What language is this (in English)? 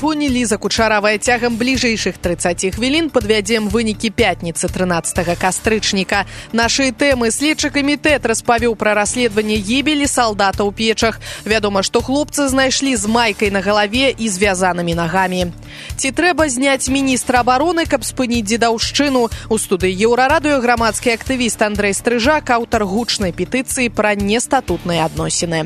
Belarusian